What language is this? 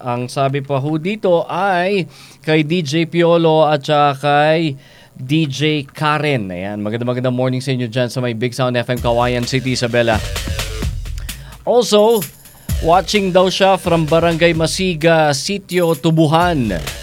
Filipino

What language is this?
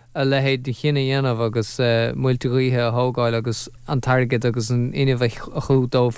Irish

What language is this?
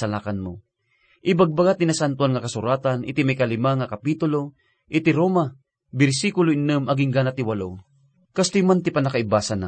Iloko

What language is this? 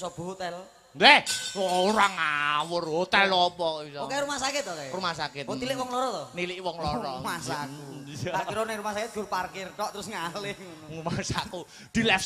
Javanese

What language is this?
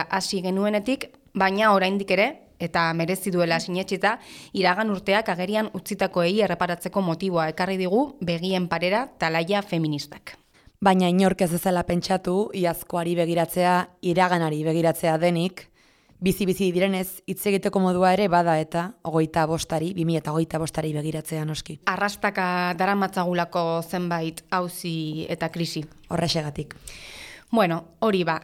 Basque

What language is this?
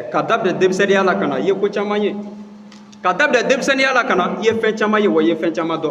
Bambara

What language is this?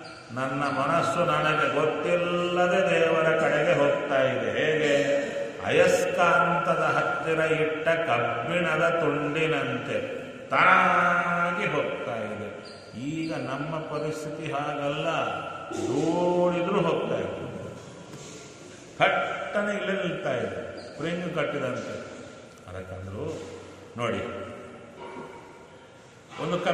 Kannada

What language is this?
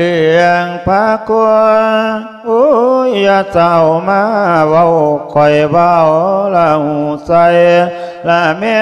Lao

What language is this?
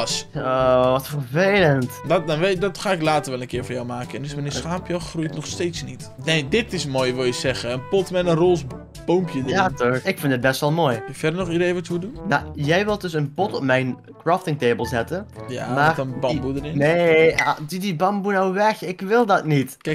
Dutch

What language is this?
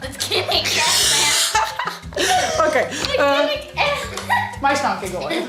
Western Frisian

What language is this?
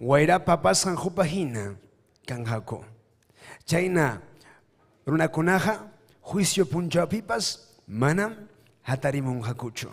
Ayacucho Quechua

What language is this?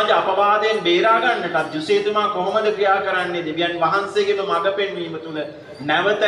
Sinhala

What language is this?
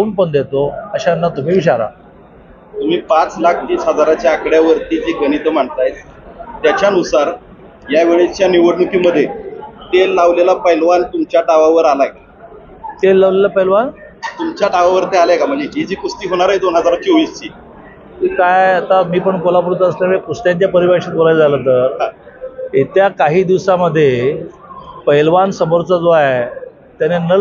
Marathi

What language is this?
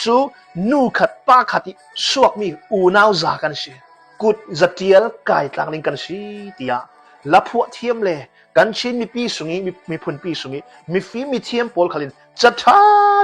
Hakha Chin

